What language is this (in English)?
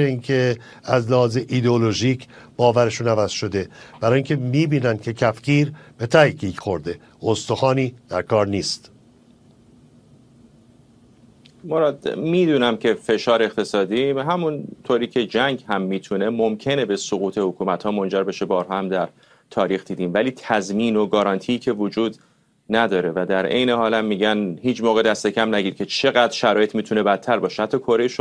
Persian